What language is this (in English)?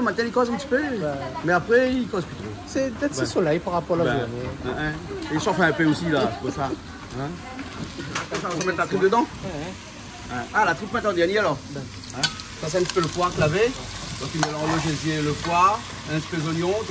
Réunion Creole French